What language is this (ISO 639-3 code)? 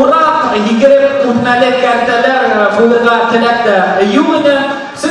bak